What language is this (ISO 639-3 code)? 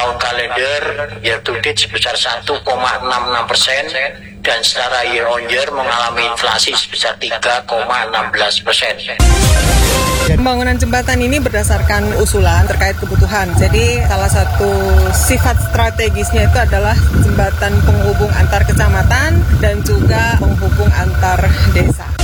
ind